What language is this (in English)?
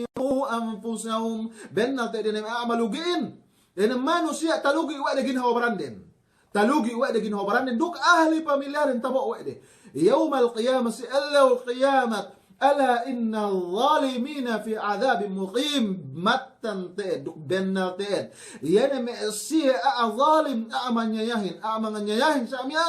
Yakan